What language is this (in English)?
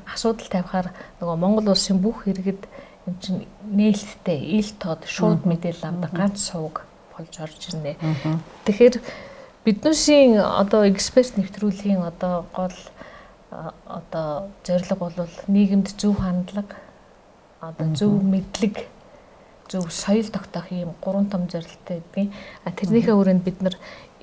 Mongolian